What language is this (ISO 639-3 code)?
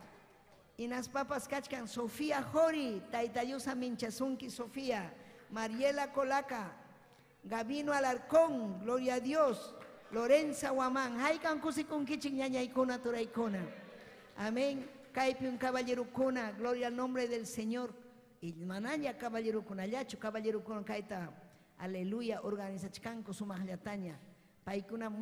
quy